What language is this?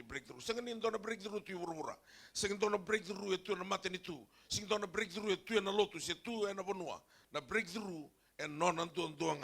Fijian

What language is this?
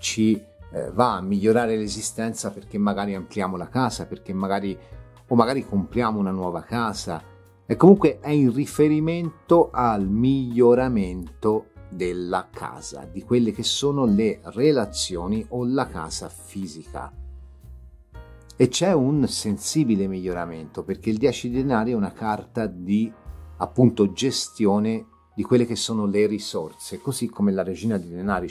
Italian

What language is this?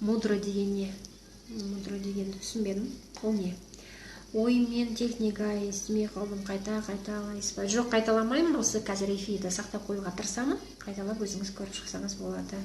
Kazakh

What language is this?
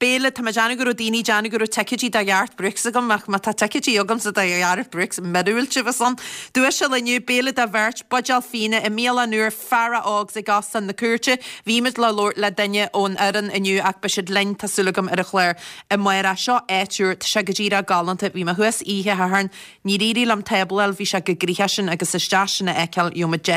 Irish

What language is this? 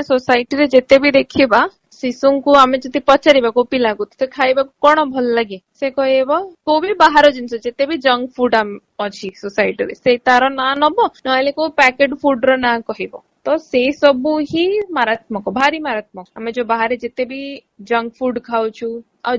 Odia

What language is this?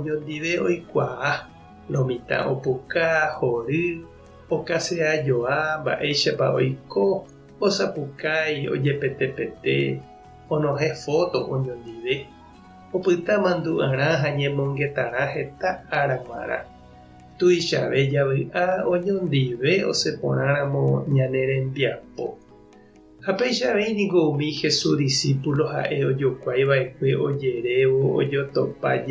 Guarani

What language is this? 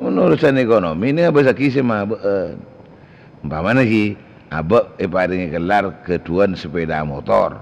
Madurese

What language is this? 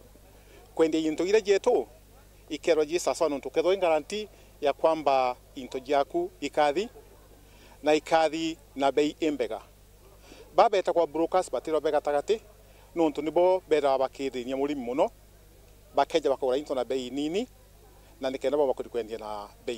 Meru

